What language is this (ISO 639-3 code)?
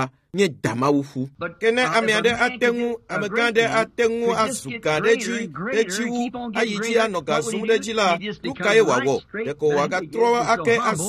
ewe